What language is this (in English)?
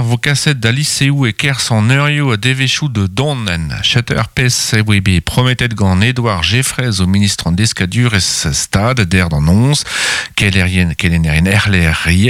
Breton